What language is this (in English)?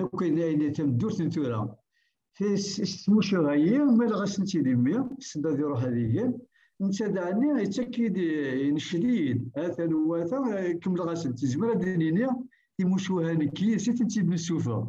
Kabyle